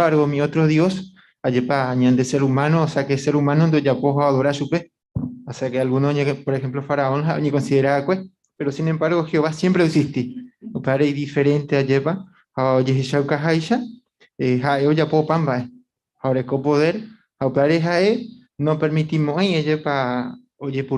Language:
Guarani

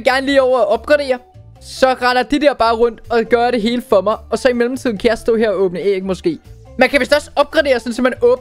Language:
Danish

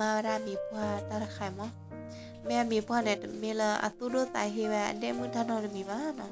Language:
S'gaw Karen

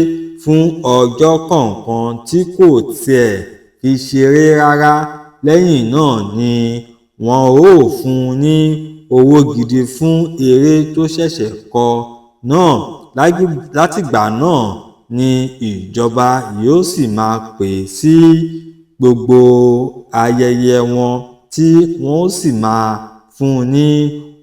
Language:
Yoruba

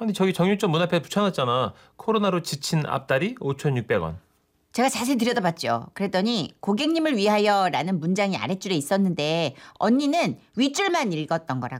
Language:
Korean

